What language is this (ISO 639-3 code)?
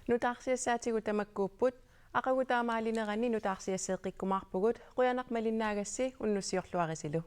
kal